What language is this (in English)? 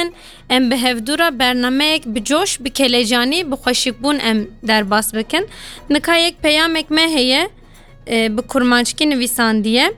Kurdish